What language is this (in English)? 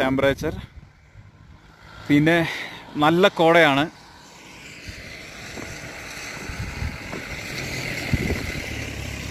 Malayalam